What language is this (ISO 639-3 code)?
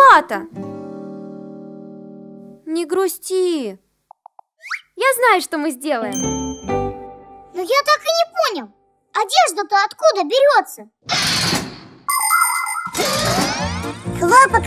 rus